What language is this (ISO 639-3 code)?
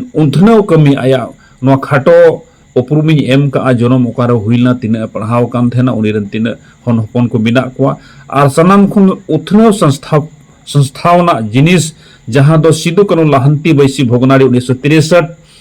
sat